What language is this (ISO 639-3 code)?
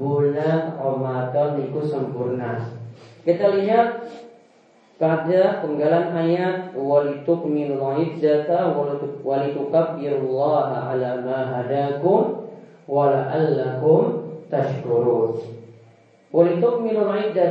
ind